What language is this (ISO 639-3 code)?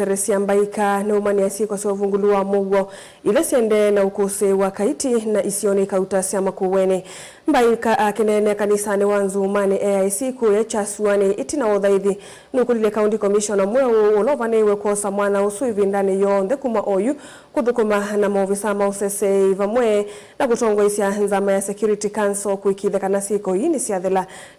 kam